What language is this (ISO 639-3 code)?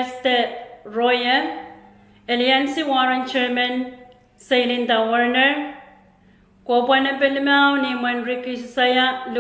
pon